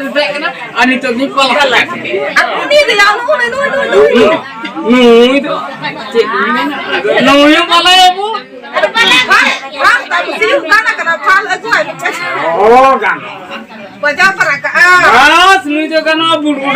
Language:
Santali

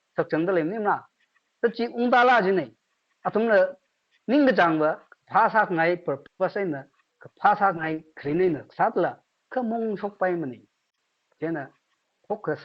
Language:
Tangkhul Naga (India)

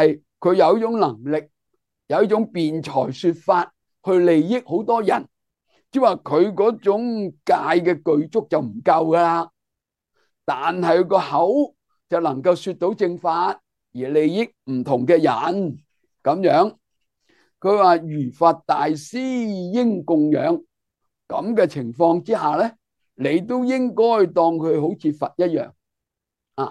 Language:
Cantonese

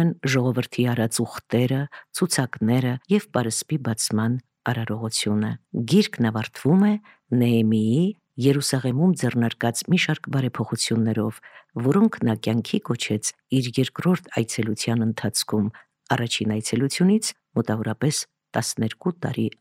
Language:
Armenian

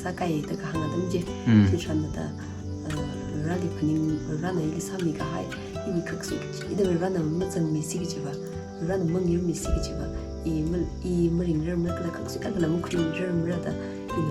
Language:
Tangkhul Naga (India)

